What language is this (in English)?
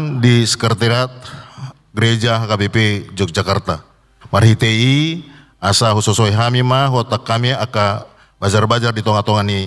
Batak Toba